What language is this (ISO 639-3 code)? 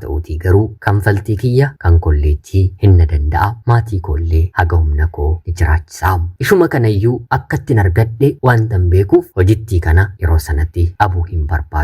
orm